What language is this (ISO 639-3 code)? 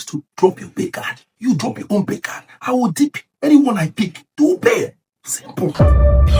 pcm